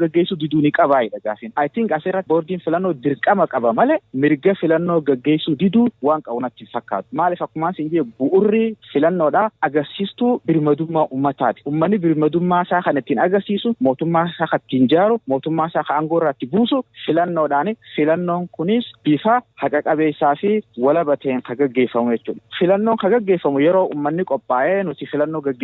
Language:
Oromo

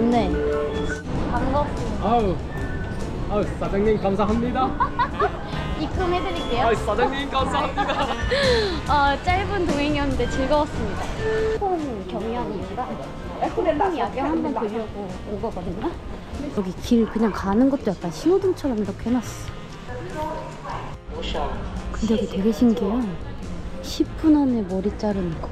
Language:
Korean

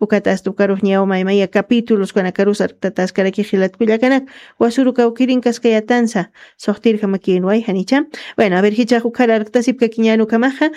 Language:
Aymara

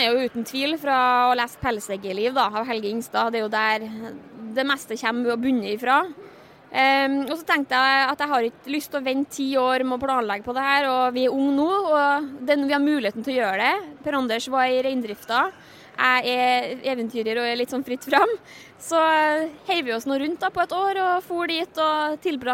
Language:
Norwegian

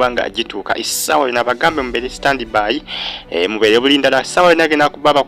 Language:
Ganda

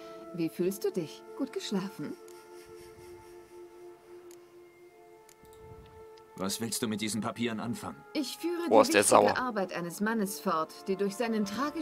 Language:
German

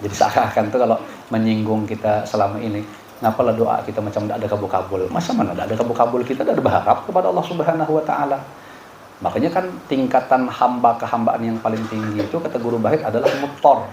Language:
Banjar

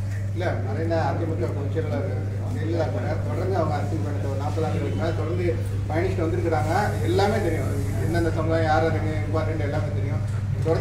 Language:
Tamil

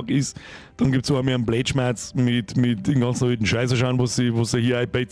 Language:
Bavarian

